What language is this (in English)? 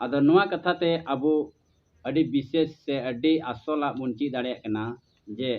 Santali